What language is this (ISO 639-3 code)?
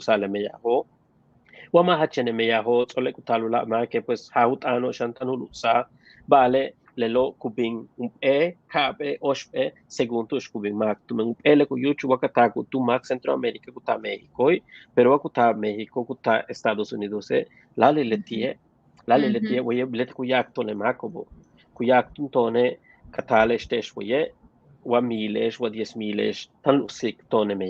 yua